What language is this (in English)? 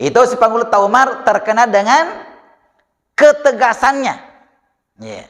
Buginese